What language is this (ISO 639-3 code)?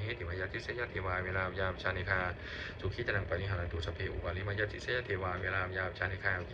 pli